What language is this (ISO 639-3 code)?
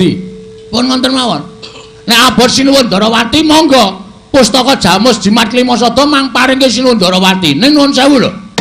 jav